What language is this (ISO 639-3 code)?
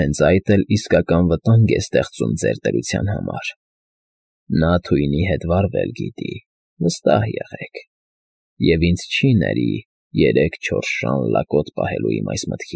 hye